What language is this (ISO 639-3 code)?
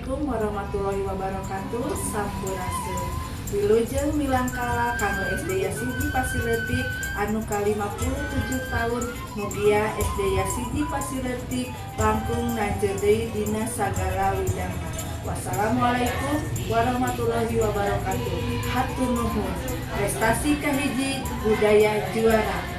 sun